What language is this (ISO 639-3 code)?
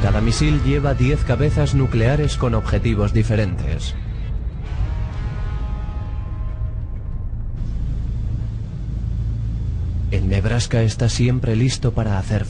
spa